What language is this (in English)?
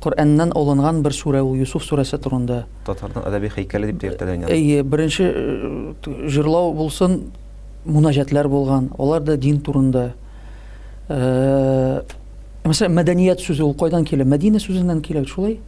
Tatar